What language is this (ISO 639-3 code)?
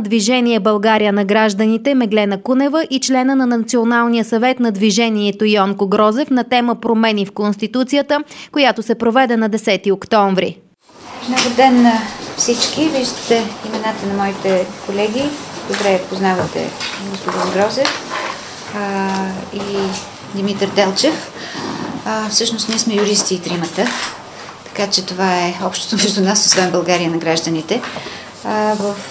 bul